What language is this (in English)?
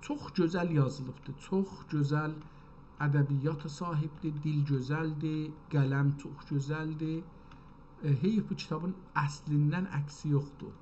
South Azerbaijani